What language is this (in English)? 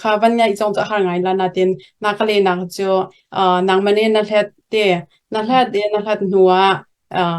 Hakha Chin